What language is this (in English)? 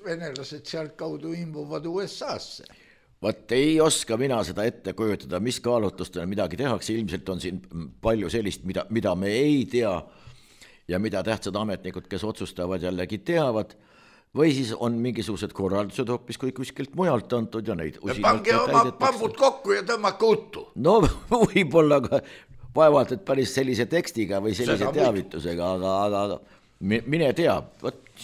Estonian